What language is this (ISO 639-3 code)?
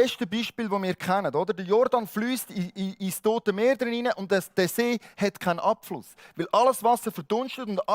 gsw